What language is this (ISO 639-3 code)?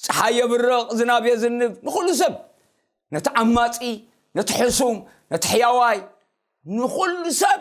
tir